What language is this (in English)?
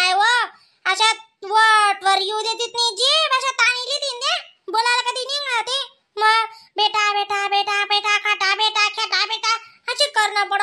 Khandesi